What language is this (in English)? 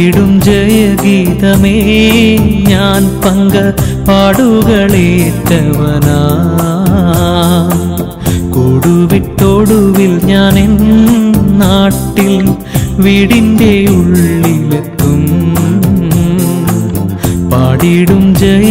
Malayalam